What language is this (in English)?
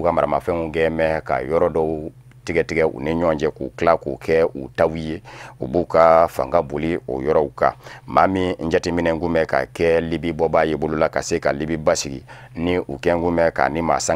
Bambara